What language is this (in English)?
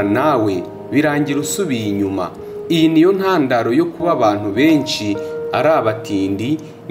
Kinyarwanda